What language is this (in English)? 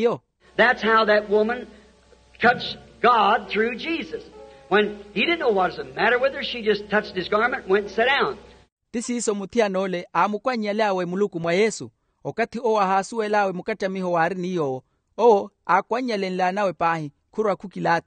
Makhuwa